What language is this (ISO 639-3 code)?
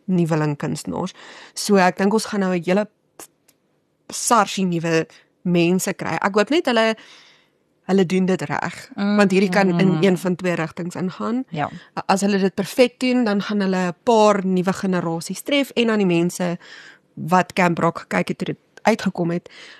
afr